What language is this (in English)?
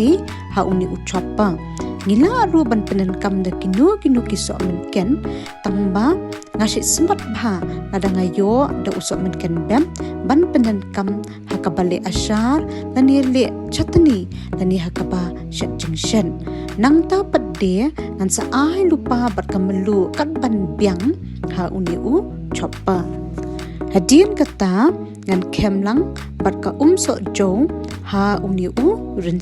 Khasi